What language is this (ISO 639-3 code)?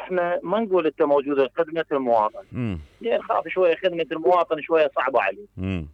acm